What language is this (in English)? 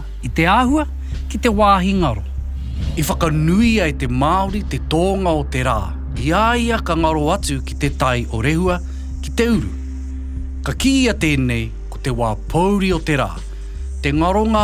Māori